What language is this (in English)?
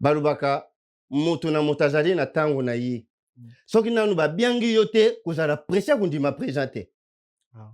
Lingala